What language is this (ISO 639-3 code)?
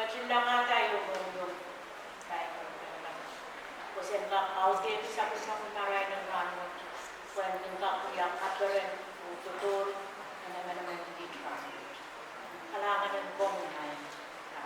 pon